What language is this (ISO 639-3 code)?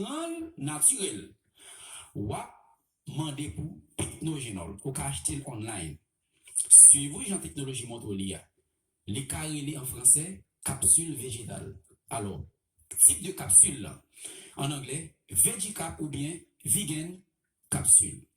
hat